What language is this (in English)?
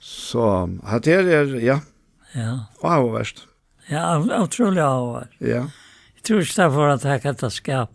Faroese